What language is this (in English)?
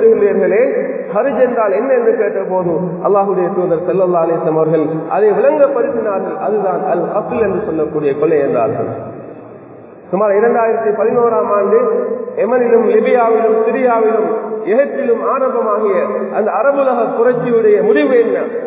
Tamil